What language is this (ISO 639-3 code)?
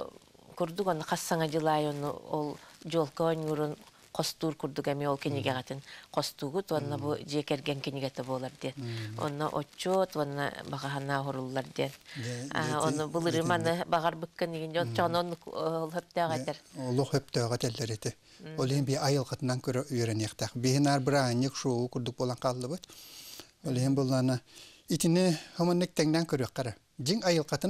sah